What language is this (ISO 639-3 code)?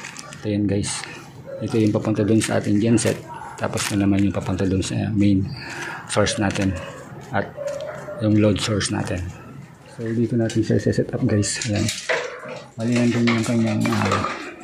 fil